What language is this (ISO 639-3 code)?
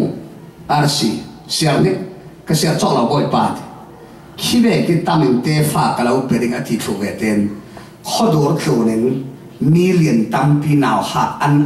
cfm